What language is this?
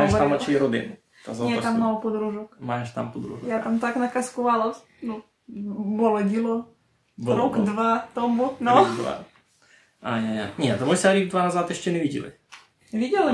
Rusyn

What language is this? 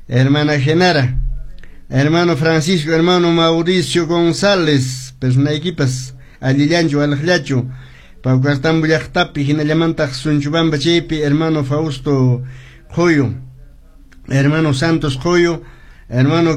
Quechua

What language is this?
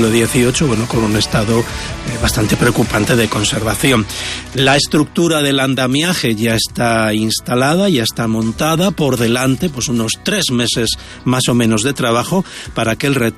Spanish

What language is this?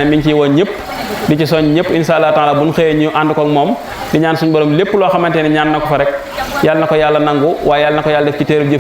Wolof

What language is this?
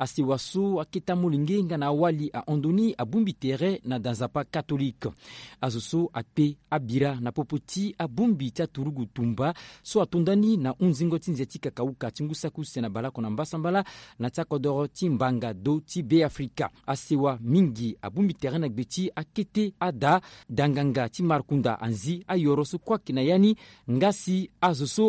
Sango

